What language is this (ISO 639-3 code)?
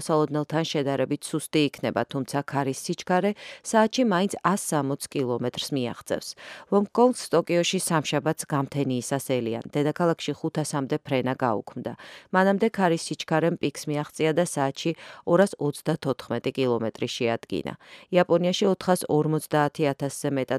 kat